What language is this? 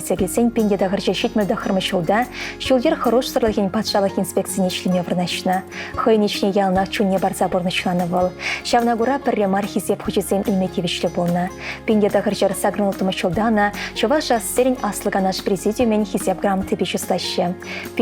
Chuvash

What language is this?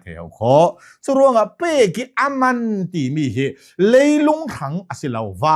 Hakha Chin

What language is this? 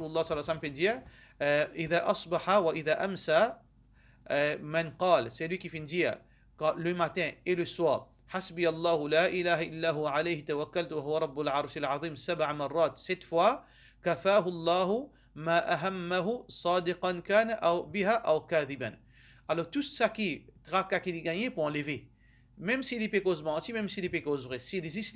Morisyen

